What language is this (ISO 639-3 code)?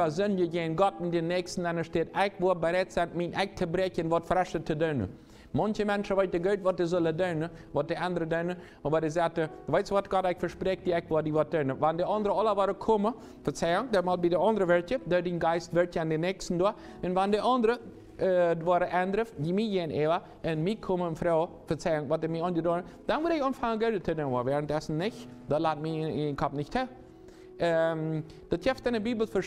pdt